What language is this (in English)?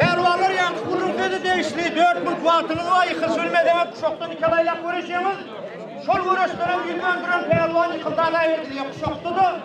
Turkmen